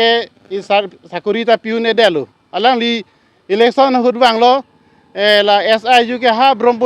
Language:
Karbi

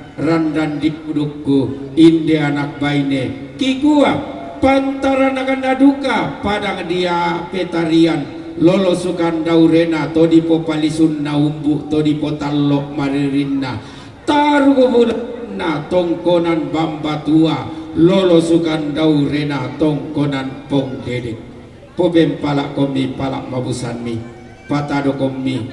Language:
Toraja-Sa'dan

